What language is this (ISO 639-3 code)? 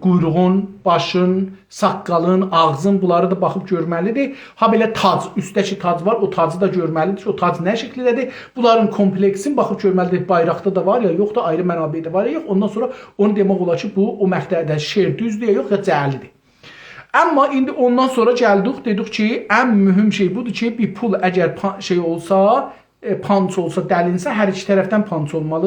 azb